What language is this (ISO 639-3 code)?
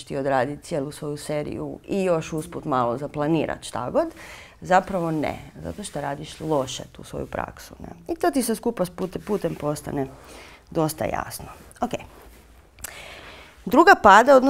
hrv